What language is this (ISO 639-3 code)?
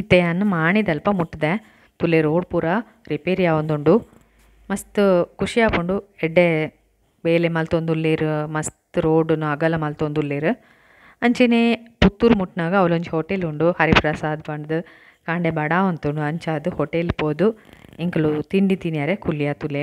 tcy